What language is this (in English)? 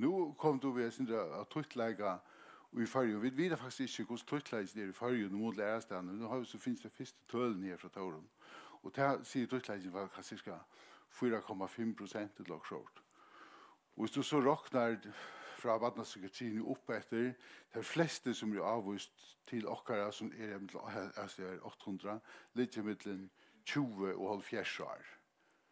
Faroese